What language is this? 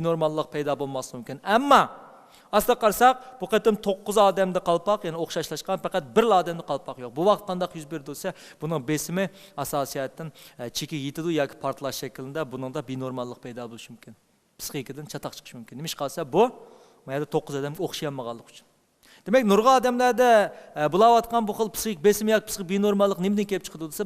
Uyghur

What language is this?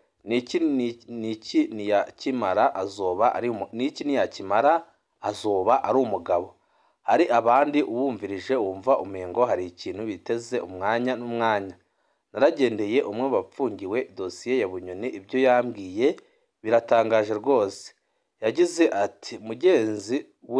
Rundi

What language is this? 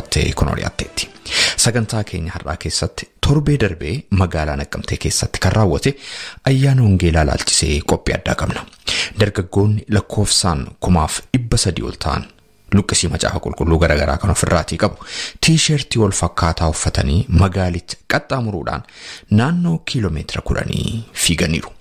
Oromo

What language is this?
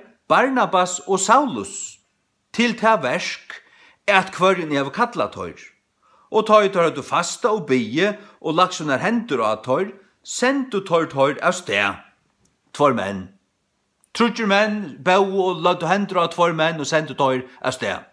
Faroese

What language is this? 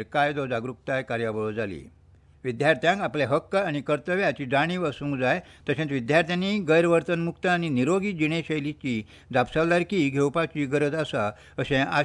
Konkani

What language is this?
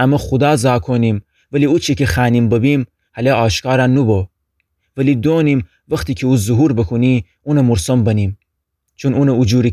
Gilaki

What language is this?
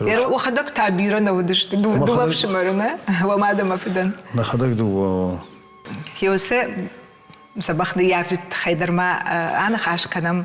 Ossetic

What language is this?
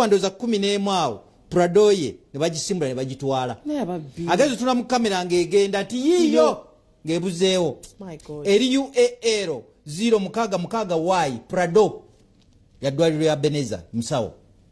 Ganda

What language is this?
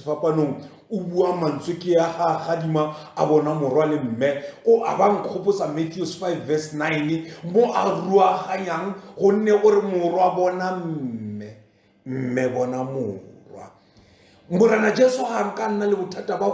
Tswana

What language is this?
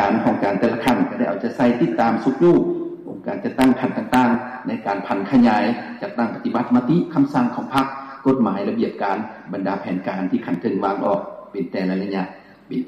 Lao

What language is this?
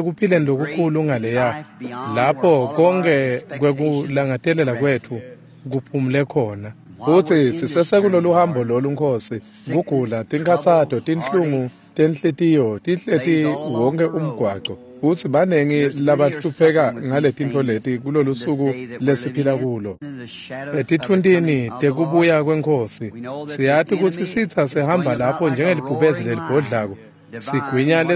Swati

